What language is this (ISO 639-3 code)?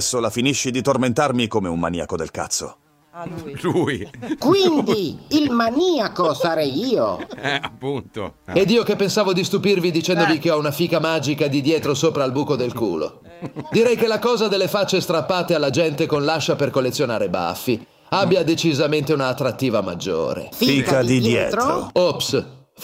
ita